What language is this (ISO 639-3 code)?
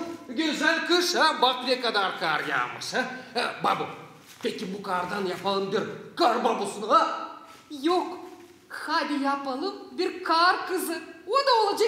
gag